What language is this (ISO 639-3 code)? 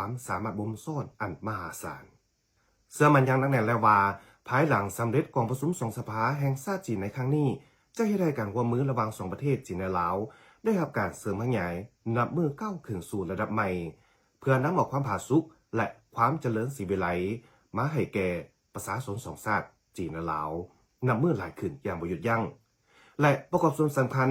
lao